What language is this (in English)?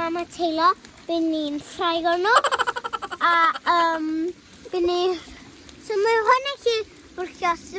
Welsh